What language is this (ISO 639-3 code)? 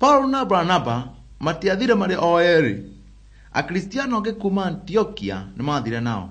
kik